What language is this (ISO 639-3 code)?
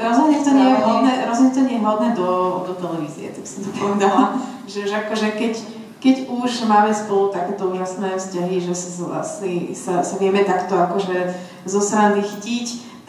slk